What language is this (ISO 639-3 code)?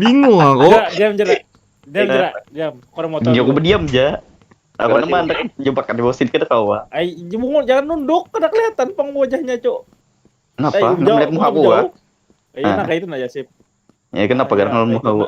bjn